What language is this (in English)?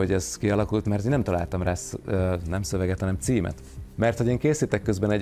Hungarian